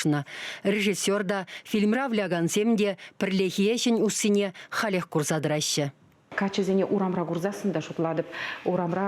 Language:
Chuvash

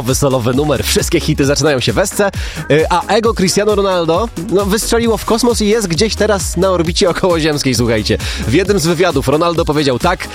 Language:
Polish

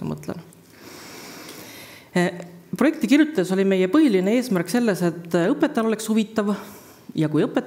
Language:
Estonian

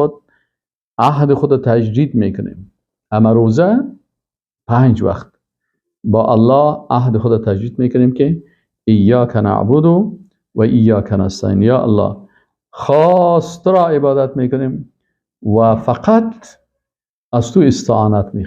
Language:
Persian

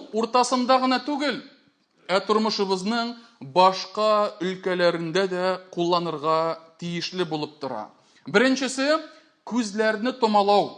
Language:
Tatar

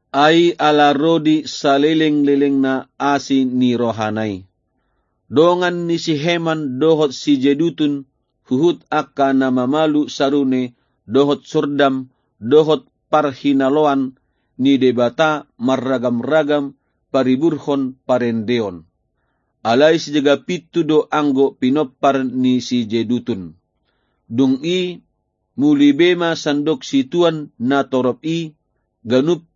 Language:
Batak Toba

